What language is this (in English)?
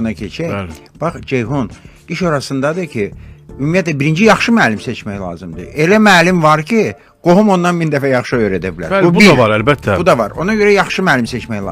Azerbaijani